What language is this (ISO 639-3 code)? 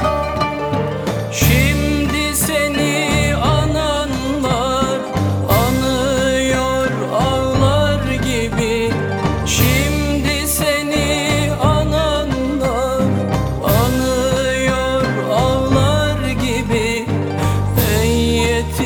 tur